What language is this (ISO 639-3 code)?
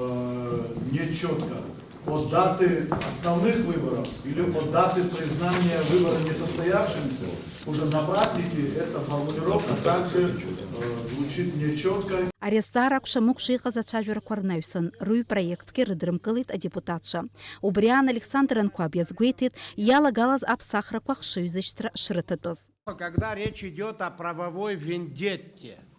abk